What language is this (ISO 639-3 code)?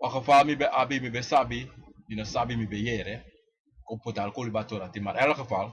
srn